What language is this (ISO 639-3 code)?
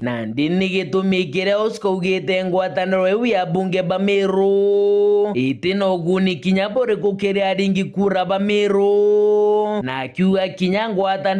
mer